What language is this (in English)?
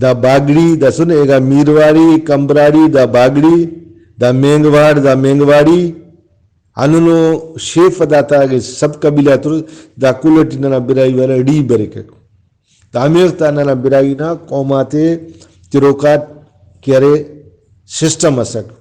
Brahui